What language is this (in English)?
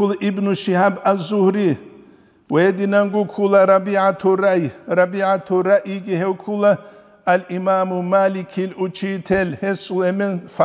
Avaric